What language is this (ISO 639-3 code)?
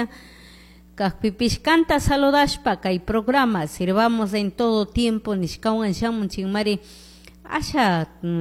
qug